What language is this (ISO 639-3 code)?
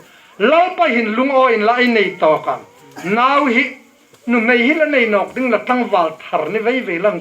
hmr